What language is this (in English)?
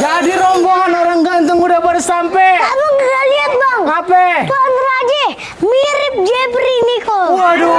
Betawi